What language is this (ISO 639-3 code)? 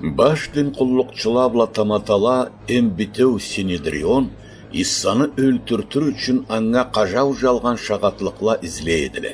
krc